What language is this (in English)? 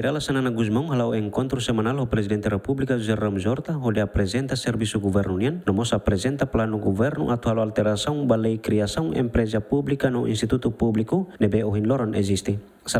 Tetum